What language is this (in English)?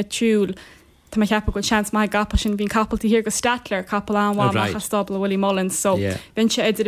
Irish